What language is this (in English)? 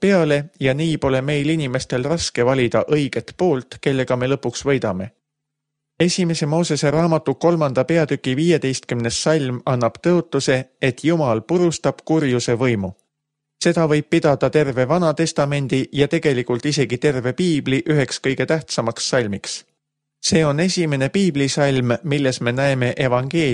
Estonian